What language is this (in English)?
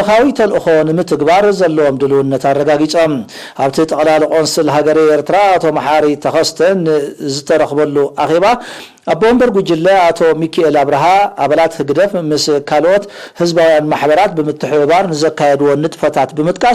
Tigrinya